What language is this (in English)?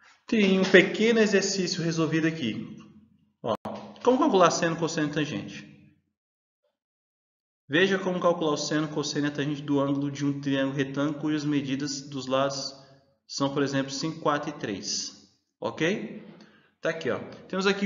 Portuguese